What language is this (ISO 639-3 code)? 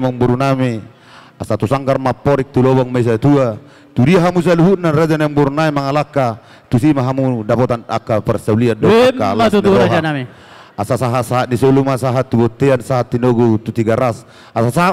bbc